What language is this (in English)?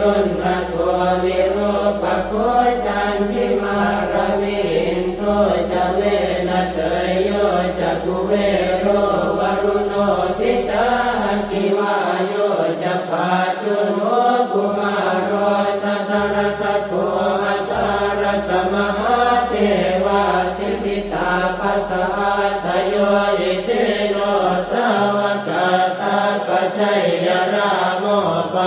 Pali